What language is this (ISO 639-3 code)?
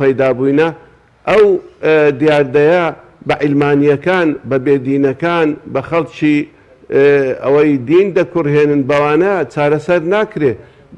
ckb